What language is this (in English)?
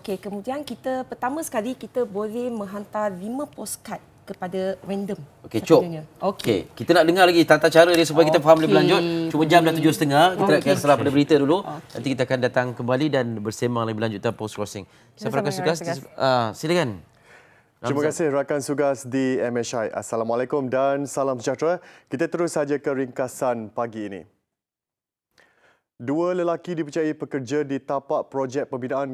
Malay